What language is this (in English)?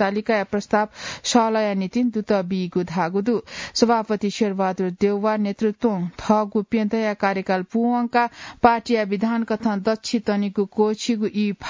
Newari